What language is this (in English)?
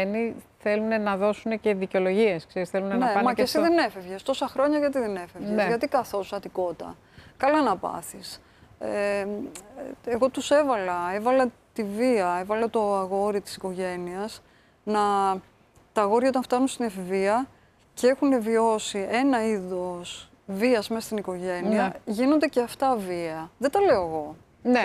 Greek